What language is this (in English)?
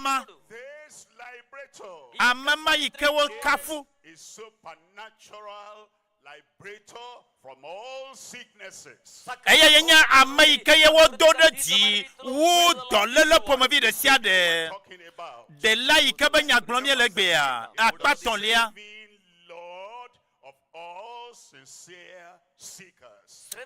Ewe